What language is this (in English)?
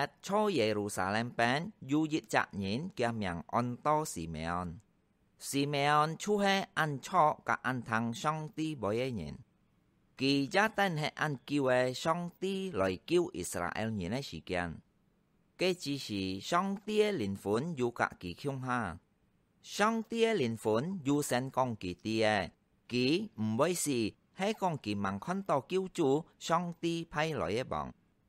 Hakka Chinese